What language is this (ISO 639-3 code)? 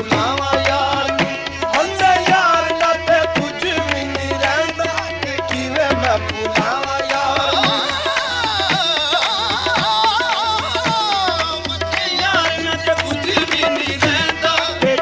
pan